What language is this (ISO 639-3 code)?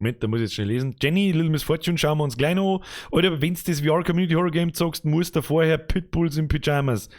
bar